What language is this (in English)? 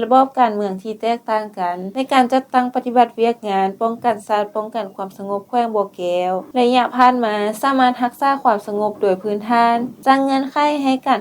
Lao